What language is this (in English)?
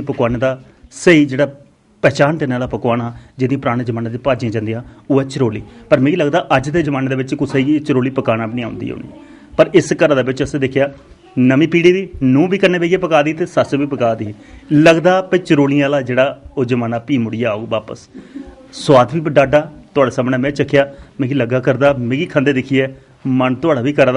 Dogri